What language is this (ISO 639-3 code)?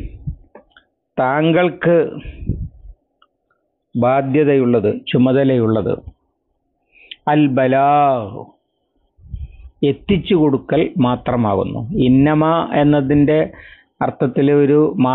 mal